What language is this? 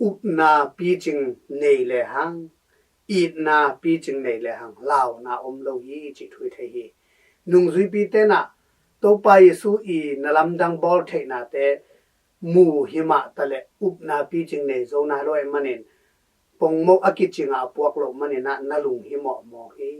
Tedim Chin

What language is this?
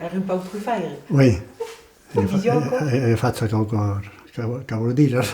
Occitan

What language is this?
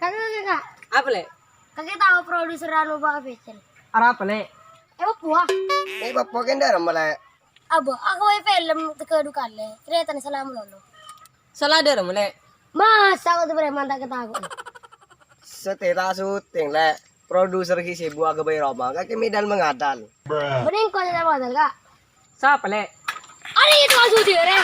Madurese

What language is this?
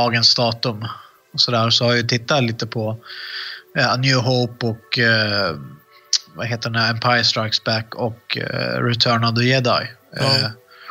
Swedish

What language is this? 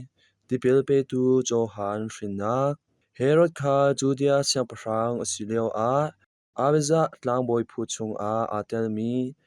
Hakha Chin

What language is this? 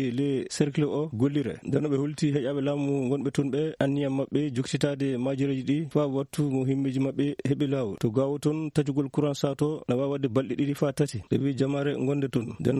Fula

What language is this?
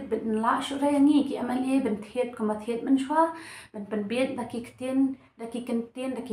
Khasi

